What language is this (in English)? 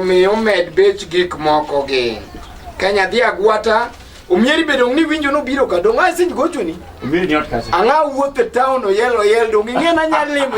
Luo (Kenya and Tanzania)